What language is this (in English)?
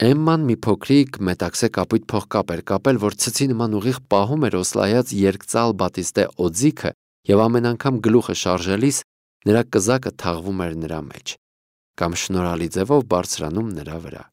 Armenian